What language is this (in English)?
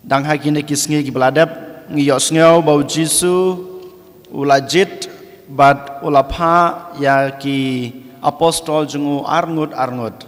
Khasi